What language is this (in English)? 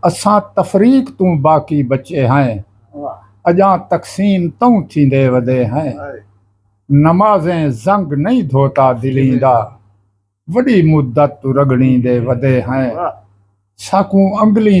Saraiki